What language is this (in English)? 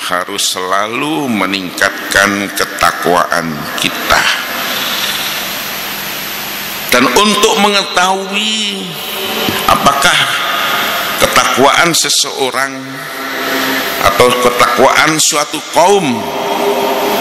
Indonesian